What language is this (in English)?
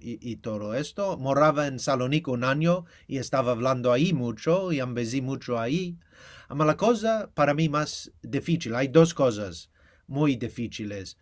Ladino